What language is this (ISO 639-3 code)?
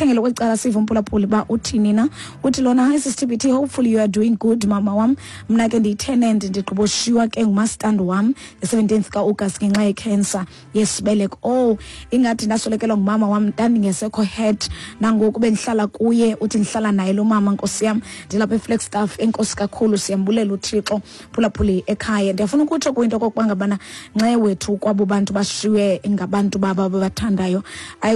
xho